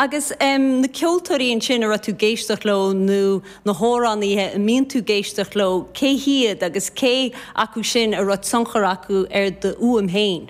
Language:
Irish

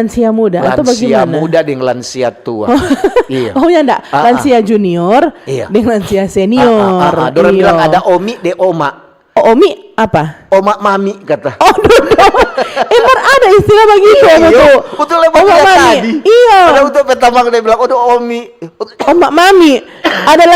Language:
Manado Malay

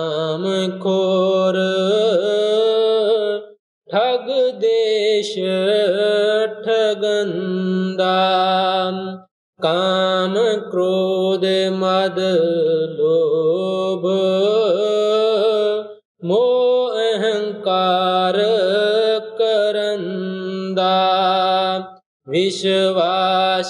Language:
Punjabi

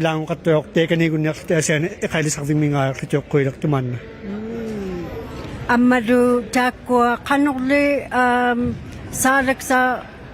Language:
Inuktitut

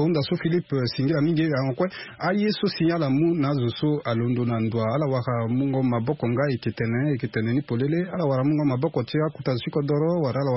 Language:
Sango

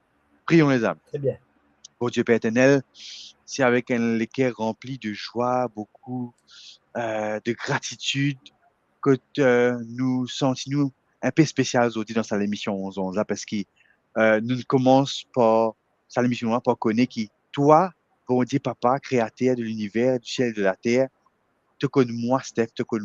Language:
Morisyen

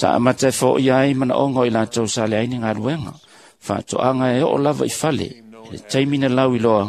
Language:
Samoan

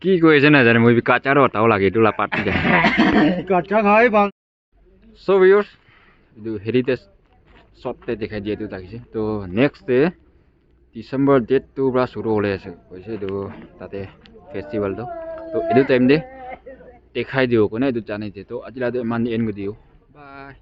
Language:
Naga Pidgin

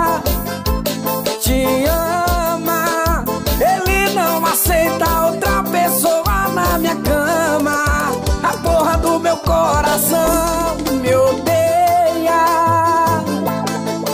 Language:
Portuguese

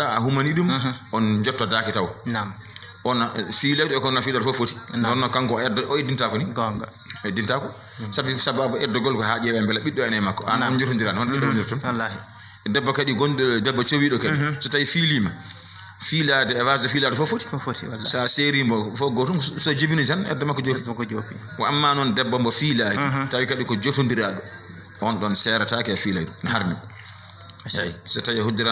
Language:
Fula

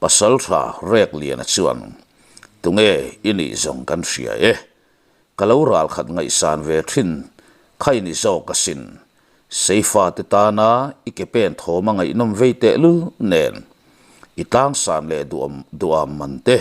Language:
Mizo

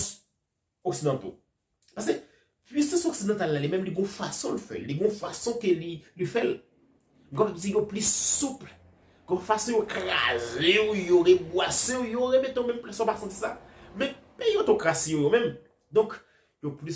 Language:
Haitian Creole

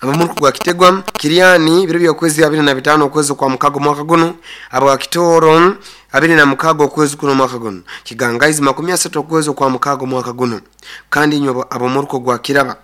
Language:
Nyoro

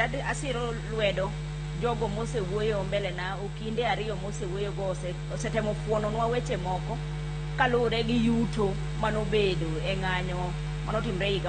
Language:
Luo (Kenya and Tanzania)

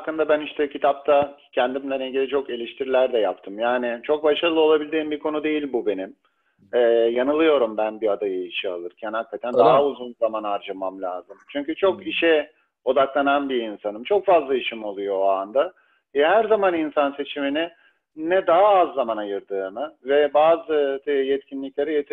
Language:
Turkish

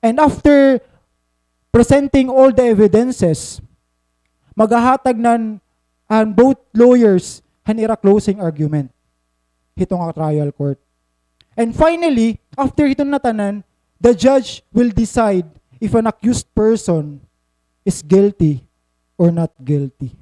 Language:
Waray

